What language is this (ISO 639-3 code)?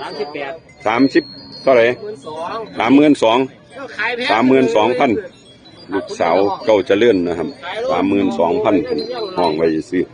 tts